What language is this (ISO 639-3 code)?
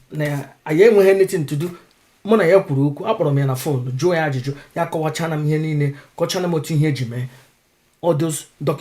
ibo